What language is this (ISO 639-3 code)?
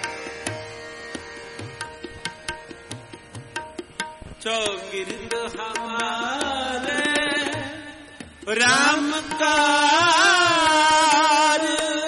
hin